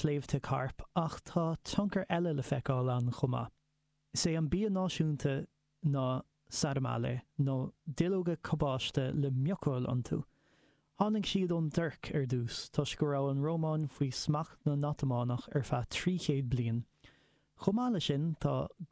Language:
Irish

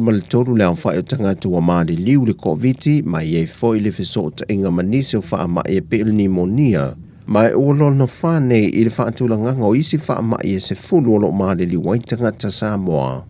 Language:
Samoan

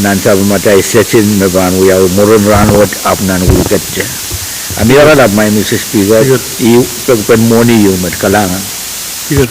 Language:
Pohnpeian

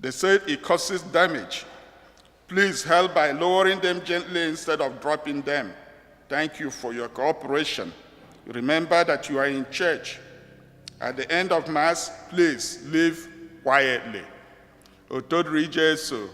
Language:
Igbo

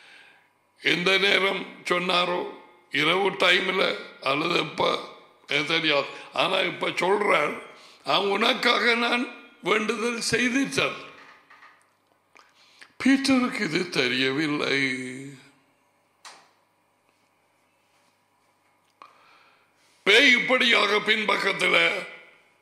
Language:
Tamil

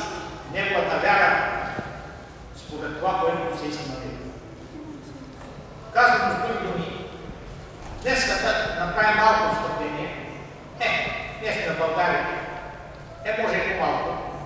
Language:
Bulgarian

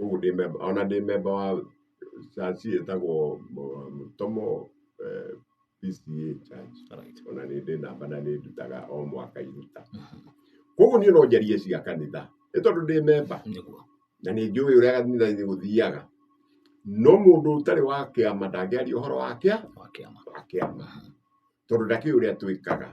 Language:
Kikuyu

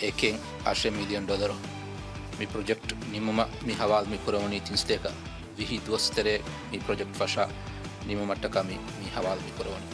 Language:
Divehi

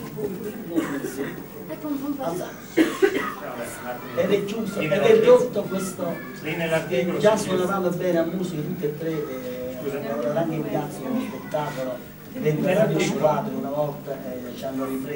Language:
Italian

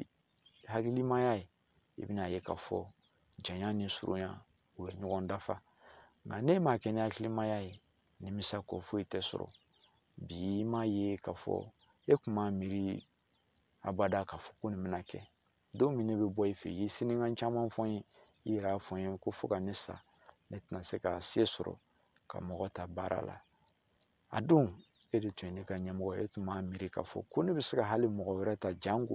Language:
Bambara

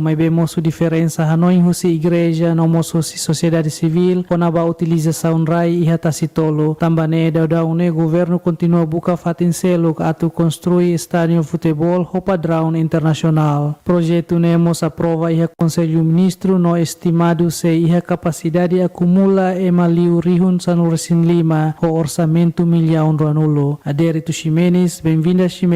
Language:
Tetum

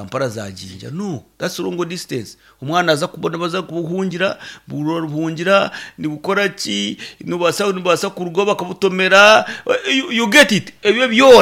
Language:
Nyankole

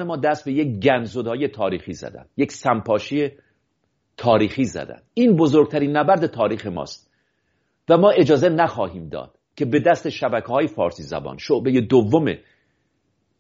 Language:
Persian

